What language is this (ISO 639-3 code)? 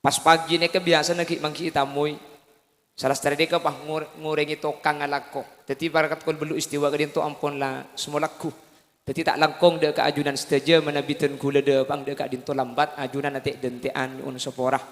mad